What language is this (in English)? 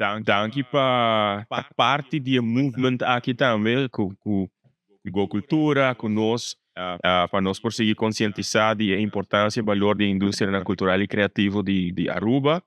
Papiamento